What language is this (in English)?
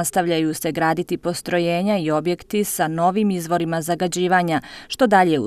Bosnian